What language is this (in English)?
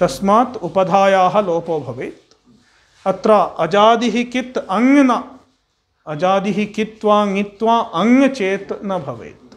Sanskrit